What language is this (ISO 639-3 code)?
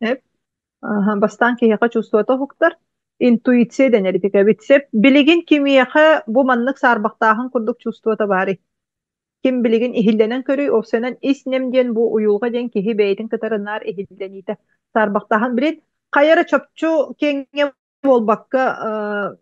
sah